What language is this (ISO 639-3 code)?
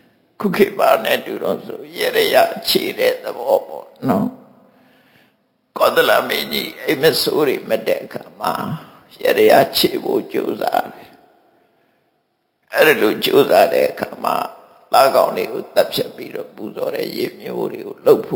mya